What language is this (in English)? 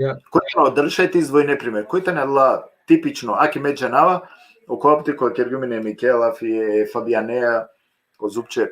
Balkan Romani